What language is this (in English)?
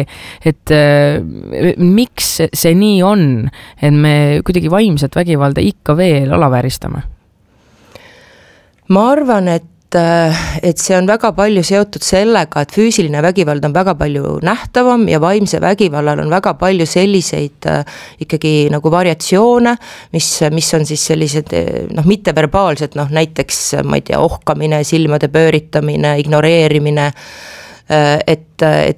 Estonian